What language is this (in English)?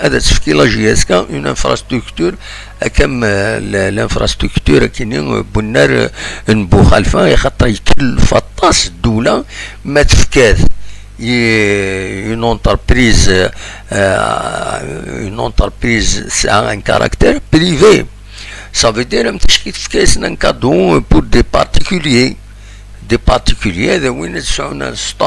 Kabyle